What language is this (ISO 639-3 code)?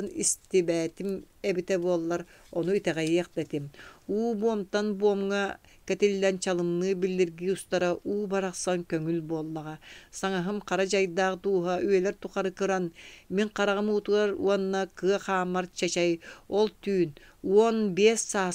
sah